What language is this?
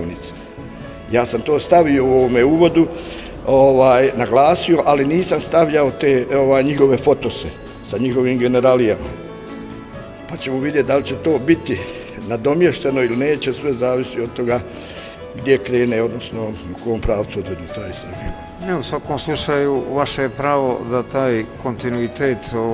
Bosnian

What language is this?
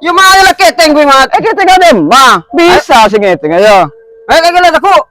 Madurese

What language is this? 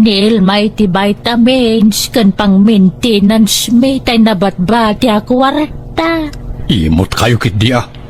Iloko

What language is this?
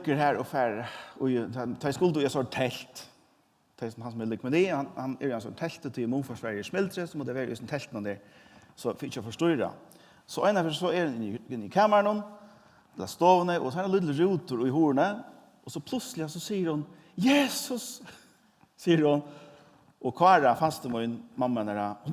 Faroese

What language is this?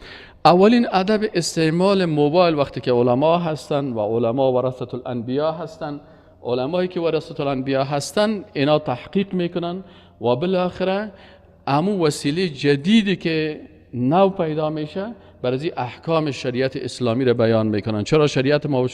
Tajik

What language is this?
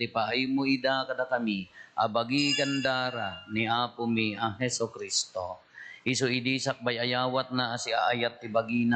Iloko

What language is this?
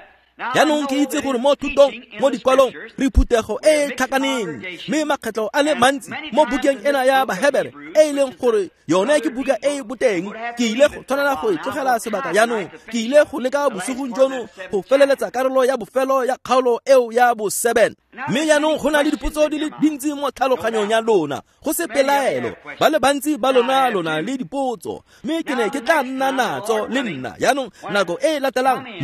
Tswana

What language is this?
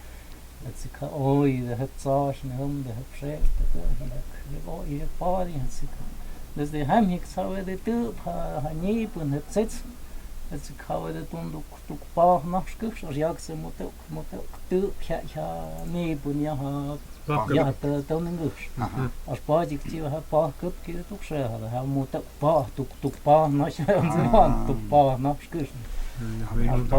Totontepec Mixe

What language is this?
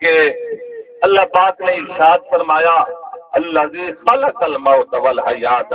Saraiki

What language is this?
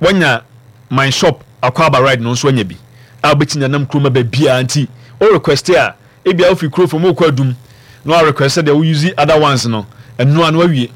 Akan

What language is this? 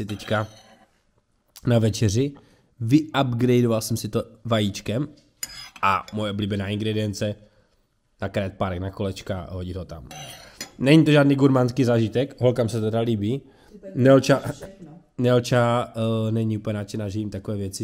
Czech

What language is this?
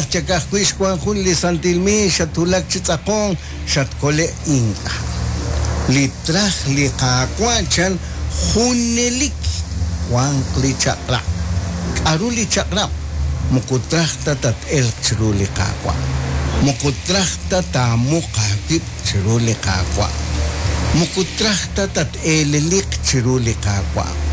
Kekchí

